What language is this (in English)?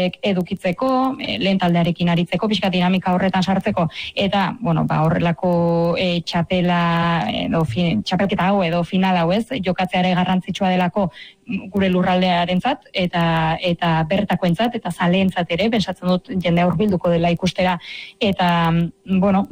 Basque